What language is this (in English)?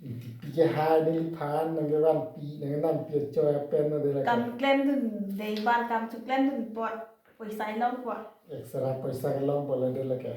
Karbi